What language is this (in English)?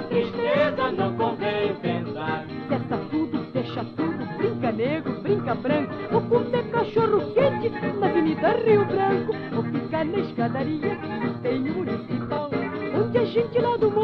Portuguese